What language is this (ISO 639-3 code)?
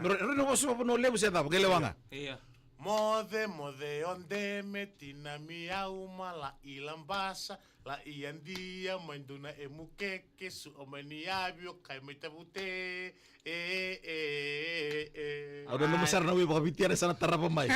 fij